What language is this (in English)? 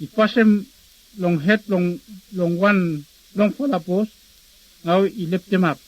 Bislama